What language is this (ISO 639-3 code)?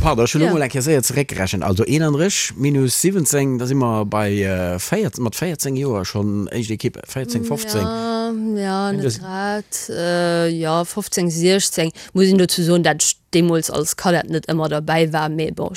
ltz